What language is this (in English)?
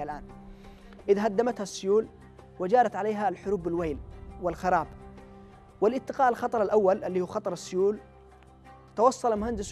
Arabic